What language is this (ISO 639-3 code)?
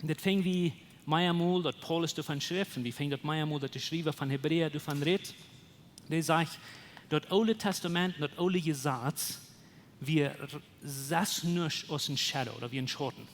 pdt